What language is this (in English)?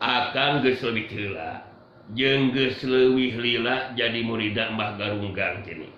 Sundanese